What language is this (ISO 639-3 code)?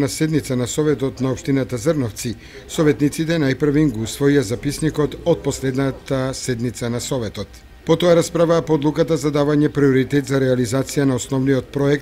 mkd